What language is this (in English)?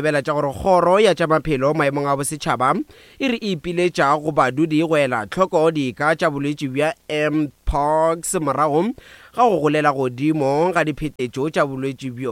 Northern Sotho